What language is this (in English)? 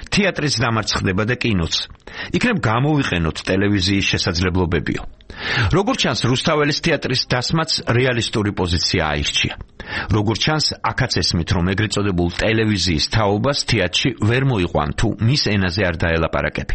Georgian